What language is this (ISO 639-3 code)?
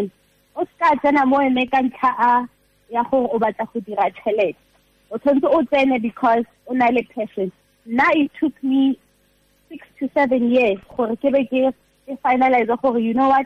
tsn